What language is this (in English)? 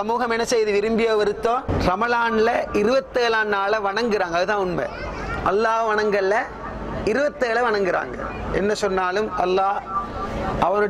Tamil